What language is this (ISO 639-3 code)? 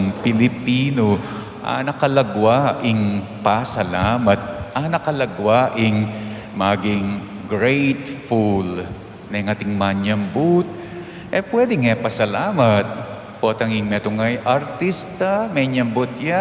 pam